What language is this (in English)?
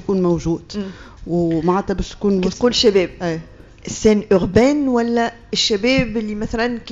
Tunisian Arabic